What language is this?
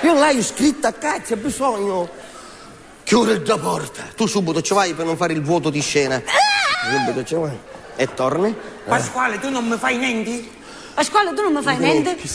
Sicilian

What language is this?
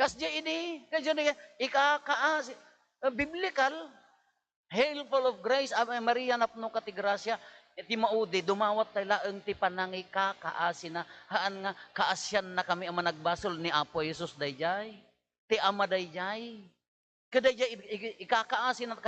Iloko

